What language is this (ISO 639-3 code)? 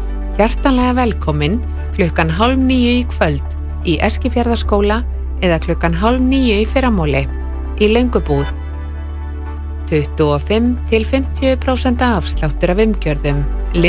isl